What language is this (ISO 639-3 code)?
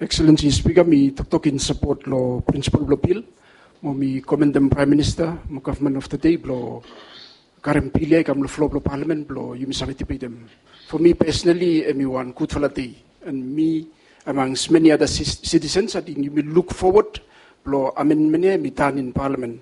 bis